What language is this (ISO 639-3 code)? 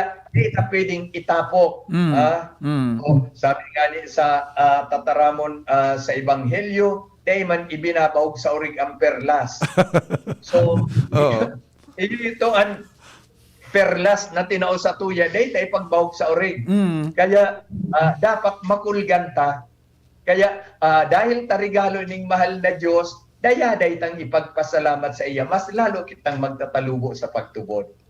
bik